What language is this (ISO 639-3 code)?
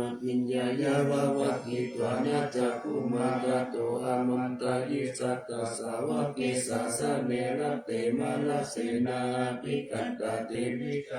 pli